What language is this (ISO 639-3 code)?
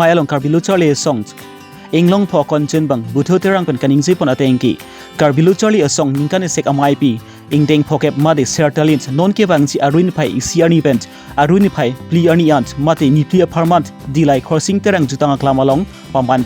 mjw